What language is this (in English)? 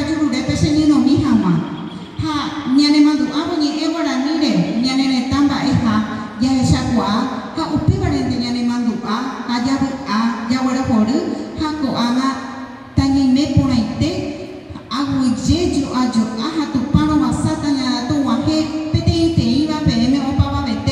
Guarani